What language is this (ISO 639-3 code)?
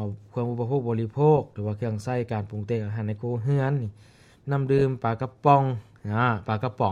lao